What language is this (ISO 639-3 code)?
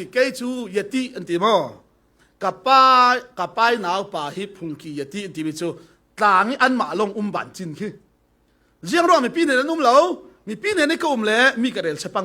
cfm